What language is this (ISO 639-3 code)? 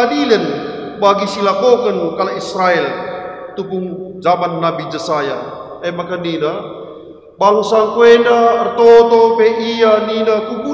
btx